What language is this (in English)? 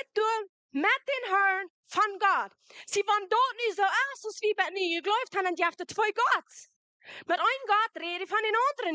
Plautdietsch